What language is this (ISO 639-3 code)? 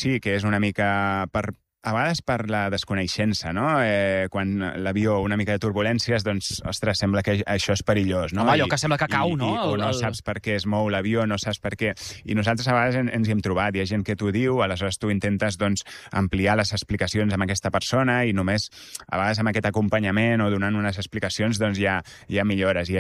cat